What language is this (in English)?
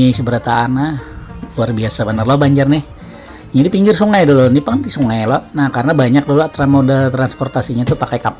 Banjar